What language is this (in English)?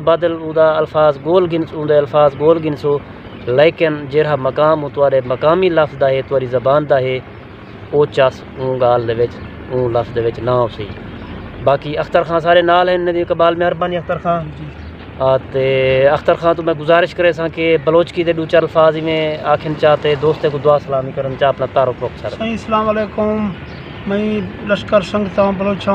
Saraiki